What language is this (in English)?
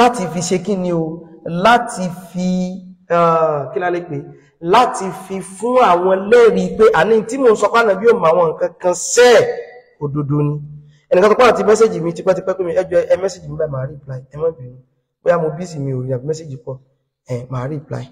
Yoruba